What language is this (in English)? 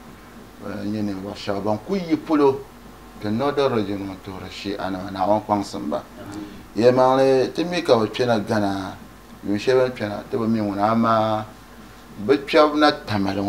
Dagbani